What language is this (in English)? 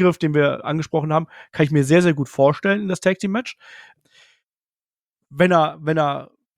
German